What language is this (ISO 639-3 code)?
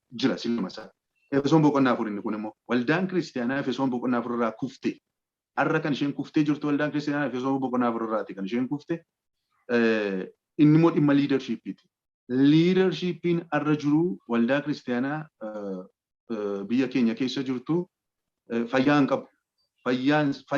orm